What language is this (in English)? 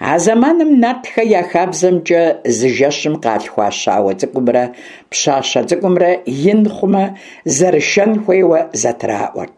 Kabardian